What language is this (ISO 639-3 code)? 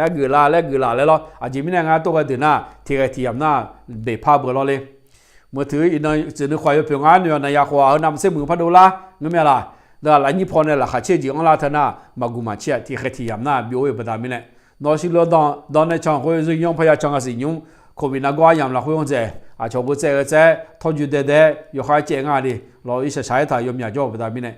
ahk